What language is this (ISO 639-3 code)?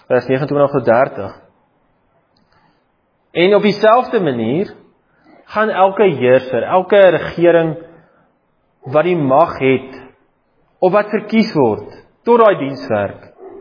afr